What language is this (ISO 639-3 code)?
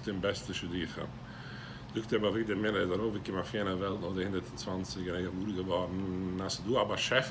yid